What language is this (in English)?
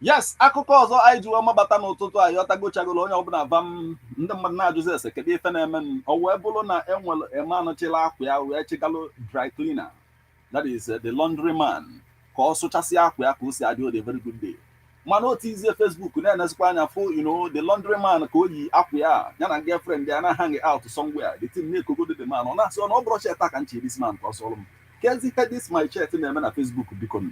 Igbo